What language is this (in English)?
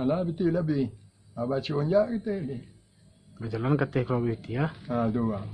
Minangkabau